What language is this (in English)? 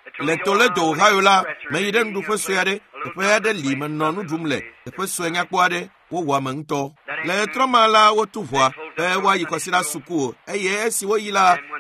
Ewe